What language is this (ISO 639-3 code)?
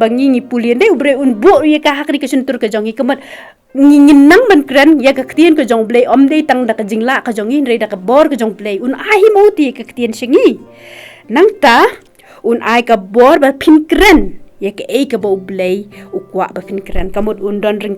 kha